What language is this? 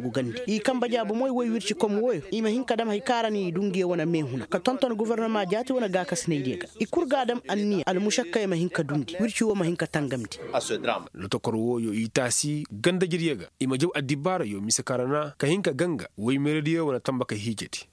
Koyraboro Senni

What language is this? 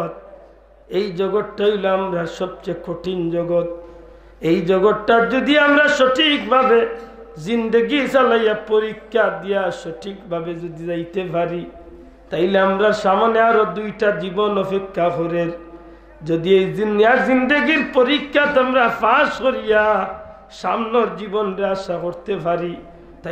Sylheti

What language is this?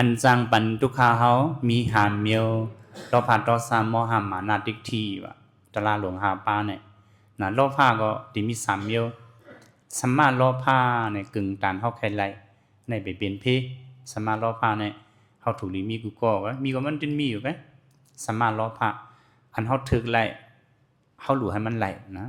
Shan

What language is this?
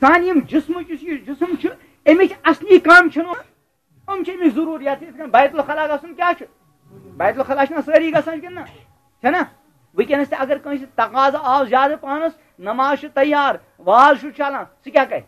Kashmiri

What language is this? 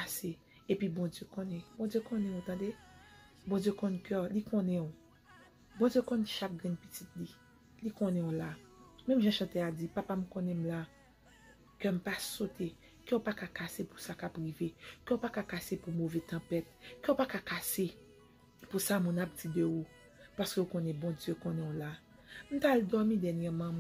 Haitian Creole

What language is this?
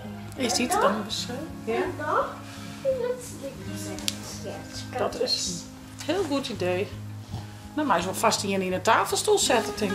Western Frisian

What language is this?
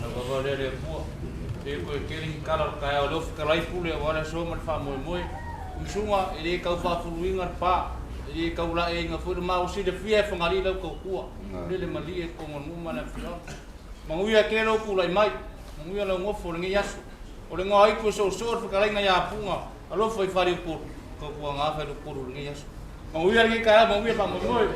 Samoan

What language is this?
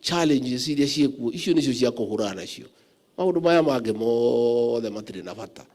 Kikuyu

